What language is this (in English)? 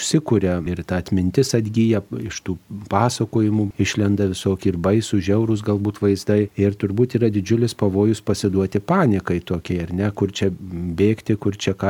Lithuanian